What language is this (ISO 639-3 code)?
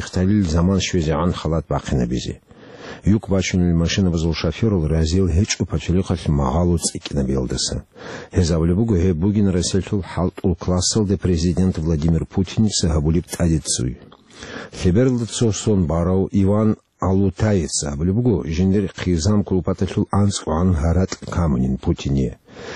ava